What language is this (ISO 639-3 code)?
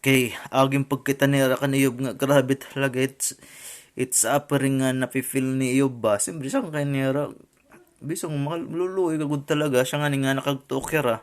war